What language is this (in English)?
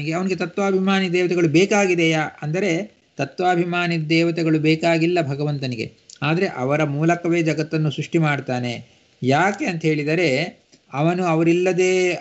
Kannada